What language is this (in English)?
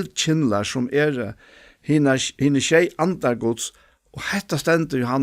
Faroese